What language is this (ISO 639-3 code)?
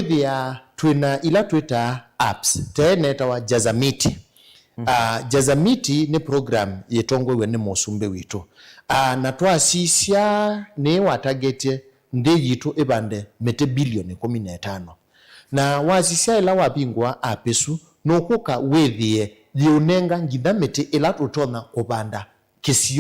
kam